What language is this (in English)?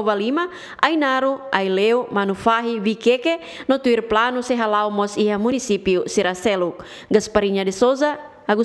Tetum